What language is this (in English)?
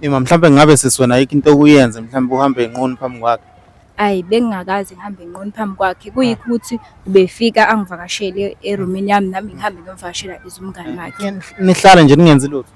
Zulu